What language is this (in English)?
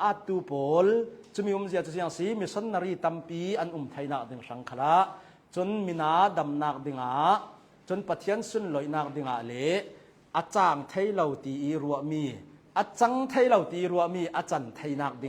Hakha Chin